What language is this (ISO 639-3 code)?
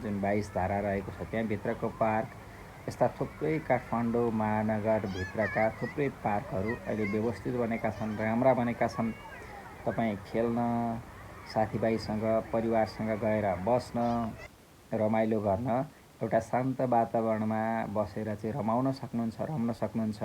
nep